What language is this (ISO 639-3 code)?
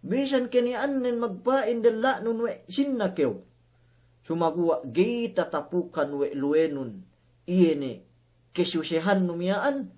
yka